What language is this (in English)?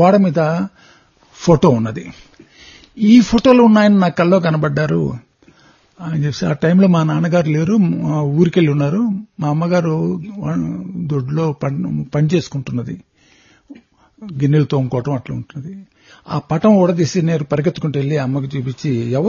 Telugu